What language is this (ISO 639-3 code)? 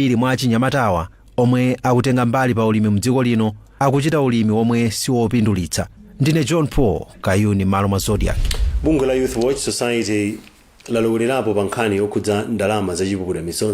nya